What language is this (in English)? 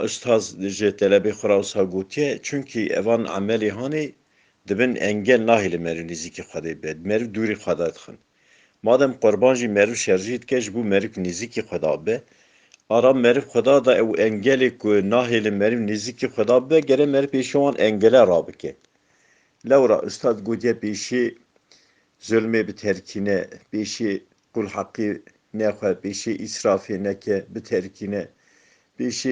Kurdish